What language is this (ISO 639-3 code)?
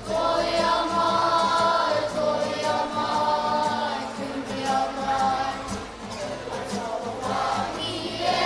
mri